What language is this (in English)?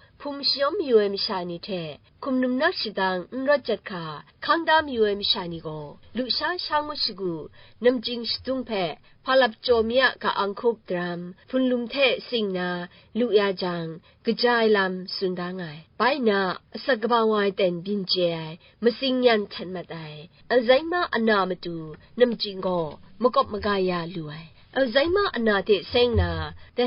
Kachin